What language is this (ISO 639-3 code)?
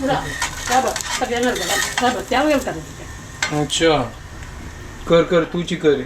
kok